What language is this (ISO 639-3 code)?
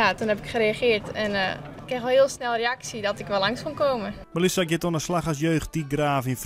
fry